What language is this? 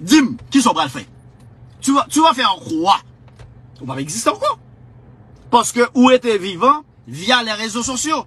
Haitian Creole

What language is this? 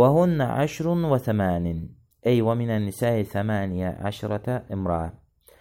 Azerbaijani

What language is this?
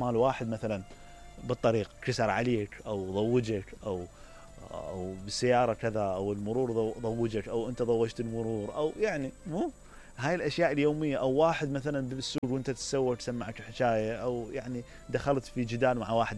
Mesopotamian Arabic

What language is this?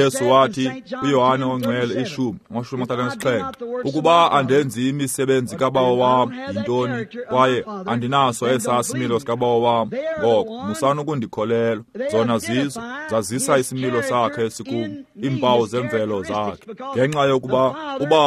Xhosa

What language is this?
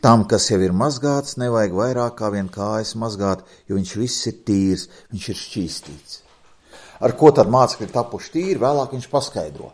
Latvian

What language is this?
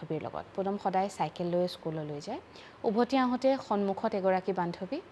Assamese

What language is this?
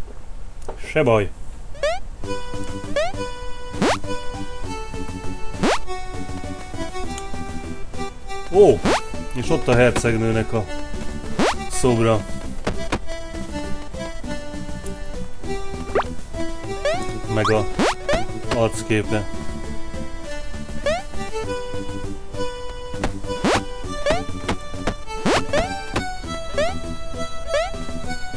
Hungarian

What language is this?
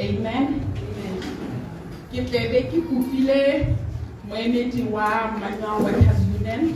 Tswana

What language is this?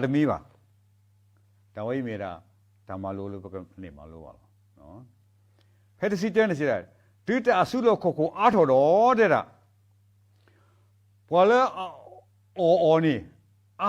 S'gaw Karen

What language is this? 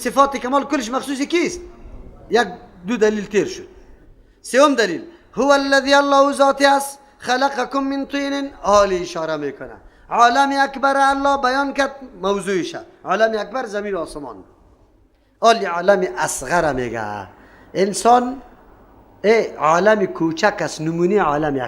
Persian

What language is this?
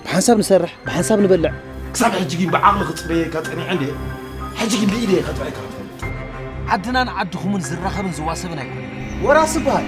Tigrinya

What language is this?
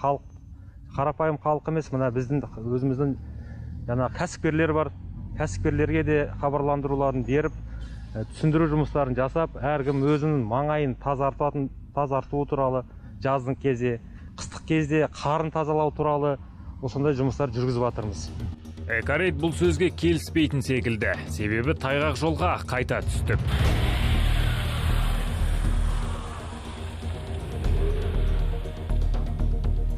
Kazakh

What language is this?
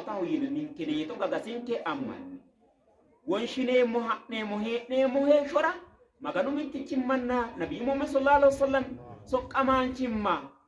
Sidamo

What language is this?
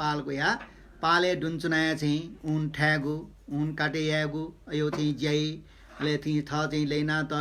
Newari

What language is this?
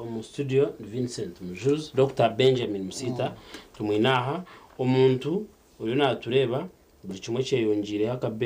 Nyankole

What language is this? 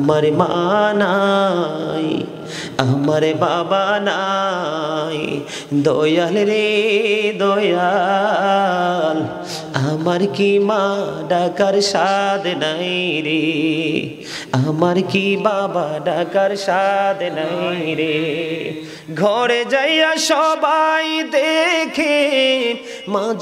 Bangla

